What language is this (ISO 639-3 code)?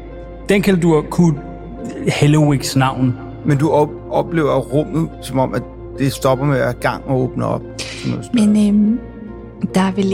dan